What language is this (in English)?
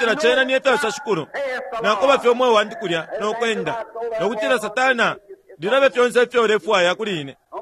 Bemba